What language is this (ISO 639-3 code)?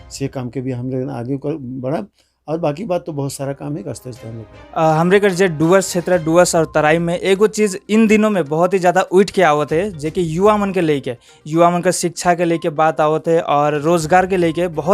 sck